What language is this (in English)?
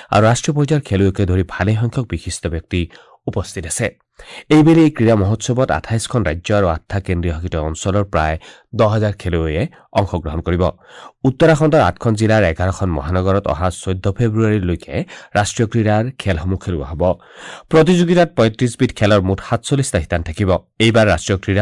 Assamese